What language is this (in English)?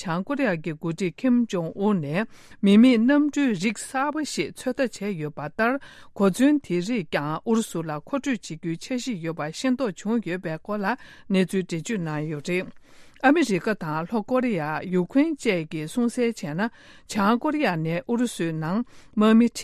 Tibetan